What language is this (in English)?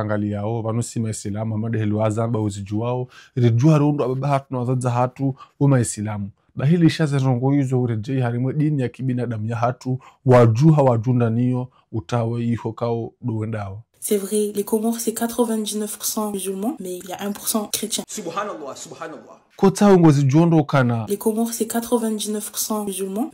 Ngazidja Comorian